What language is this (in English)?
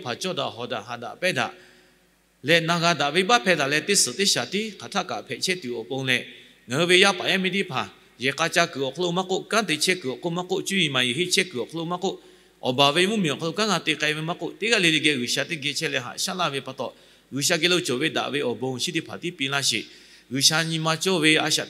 Lahu